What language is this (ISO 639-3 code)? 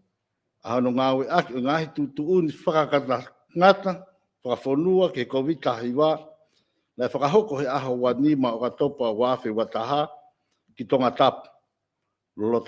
ton